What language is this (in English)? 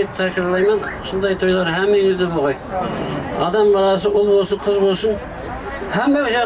Kara-Kalpak